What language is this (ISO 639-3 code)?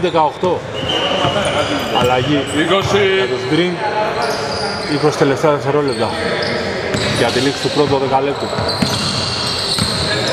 ell